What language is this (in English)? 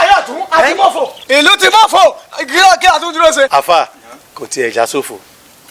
Yoruba